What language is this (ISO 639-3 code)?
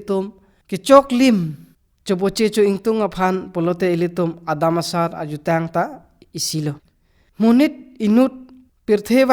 mjw